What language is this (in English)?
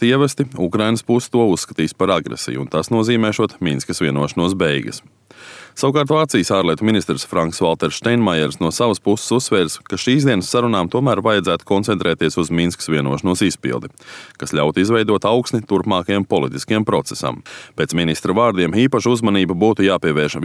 Latvian